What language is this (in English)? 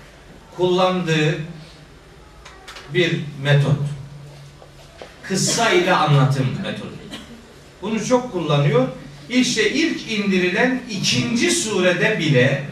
Turkish